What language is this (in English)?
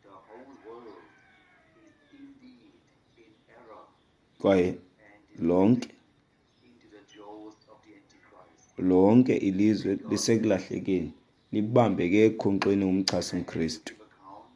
Xhosa